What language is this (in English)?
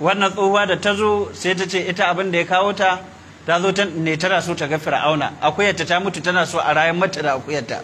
Hausa